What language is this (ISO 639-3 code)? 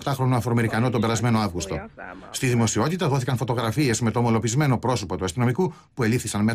ell